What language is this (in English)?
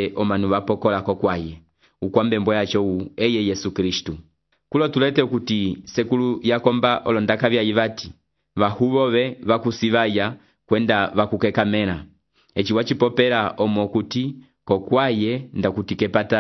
Umbundu